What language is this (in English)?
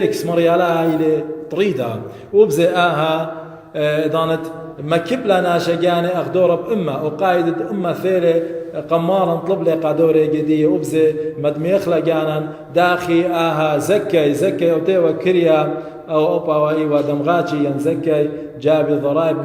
Assyrian Neo-Aramaic